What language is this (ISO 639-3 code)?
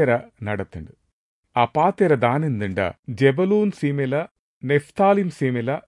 tcy